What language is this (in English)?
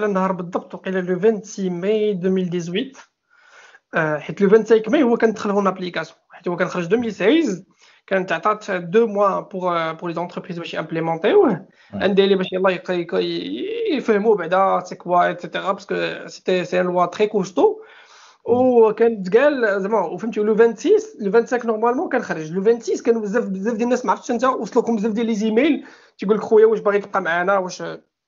Moroccan Arabic